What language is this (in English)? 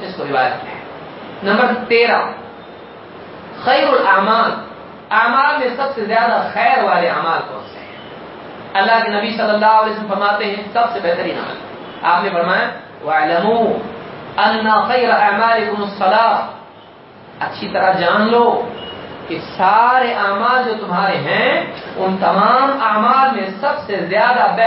Urdu